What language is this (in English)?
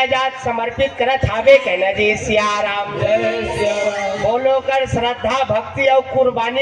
Chhattisgarhi